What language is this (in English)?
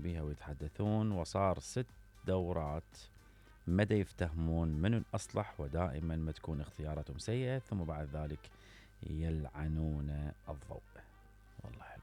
Mesopotamian Arabic